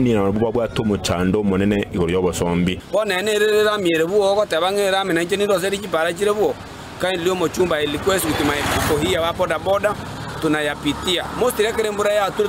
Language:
Gusii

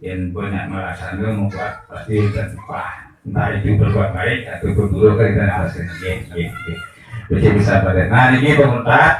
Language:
Balinese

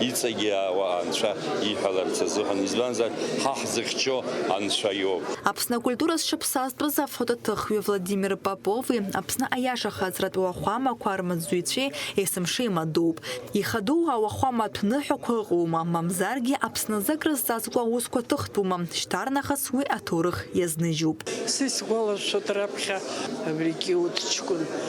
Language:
Abkhazian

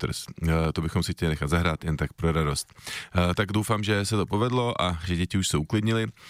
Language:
Czech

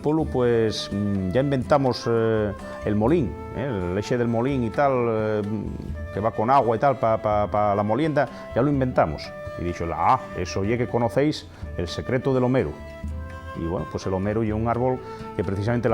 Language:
Asturian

